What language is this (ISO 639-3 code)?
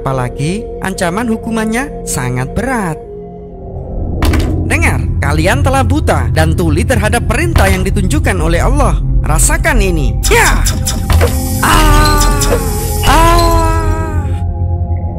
ind